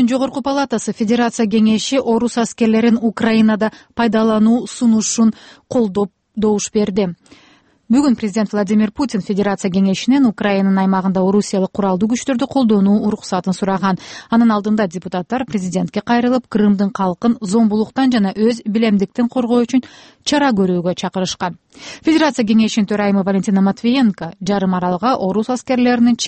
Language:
Kyrgyz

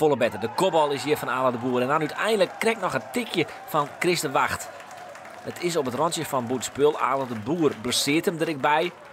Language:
Western Frisian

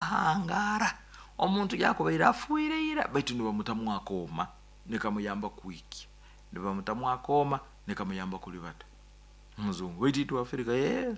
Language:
Nyoro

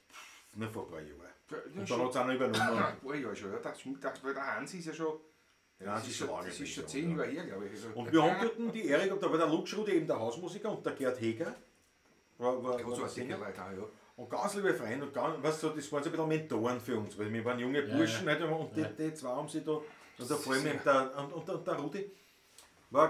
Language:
Bavarian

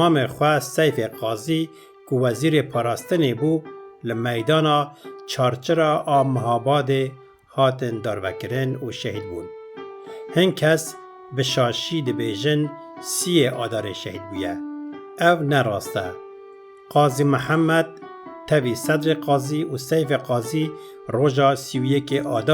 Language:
Kurdish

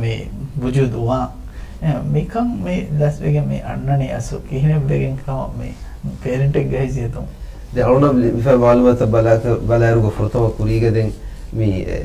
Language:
Divehi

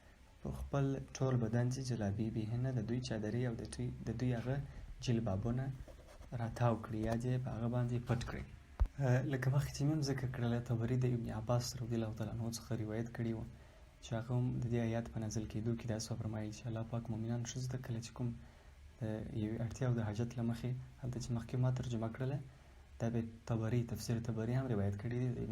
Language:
Pashto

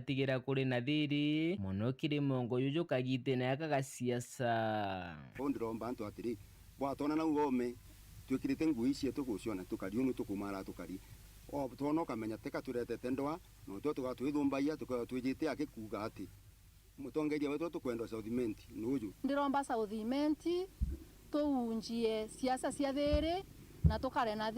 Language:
Meru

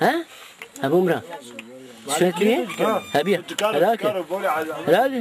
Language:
Zaza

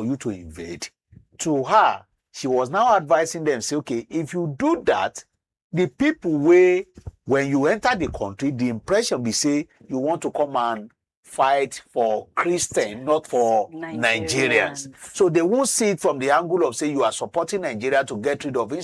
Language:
Nigerian Pidgin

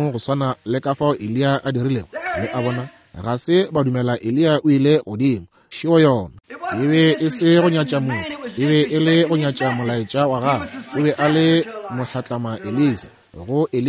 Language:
Northern Sotho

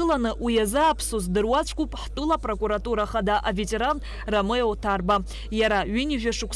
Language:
Abkhazian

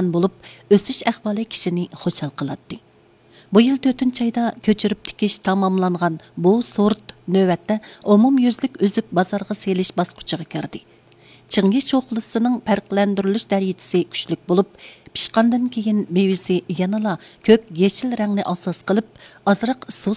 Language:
Uyghur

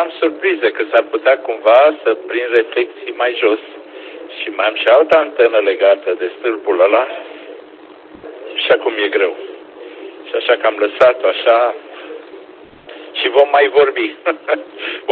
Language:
Romanian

